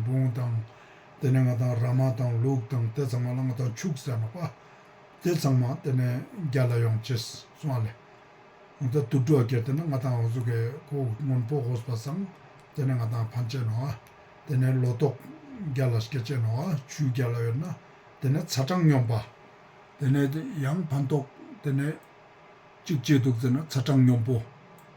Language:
Ladakhi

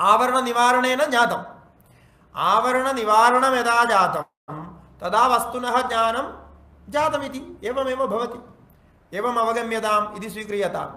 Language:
Sanskrit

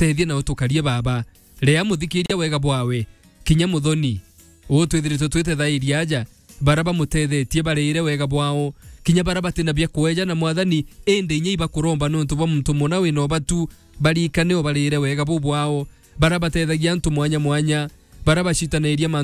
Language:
Meru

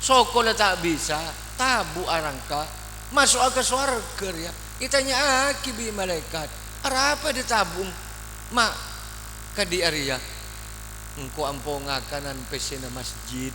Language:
Madurese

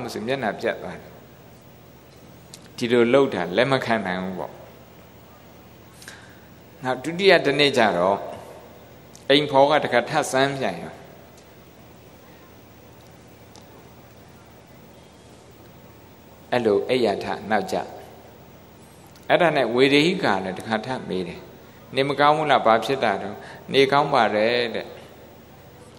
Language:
Burmese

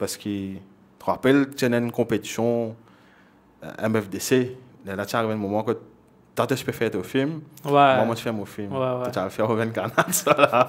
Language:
Morisyen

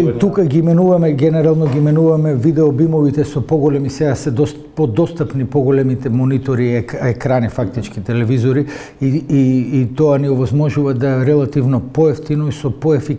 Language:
Macedonian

